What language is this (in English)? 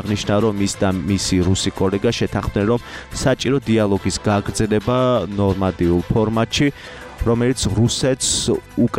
Georgian